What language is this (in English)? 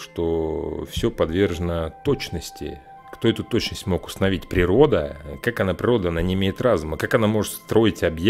Russian